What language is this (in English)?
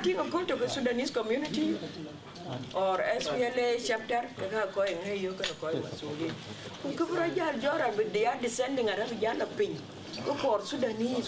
Dinka